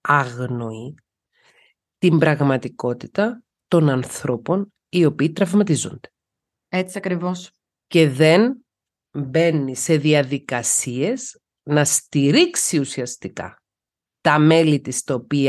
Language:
Greek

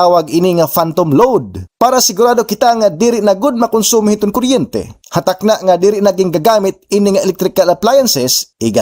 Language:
Waray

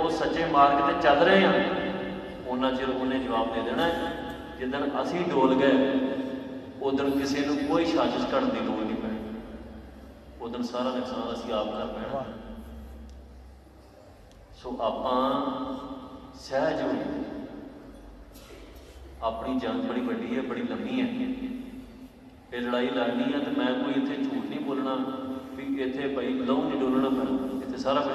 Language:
Punjabi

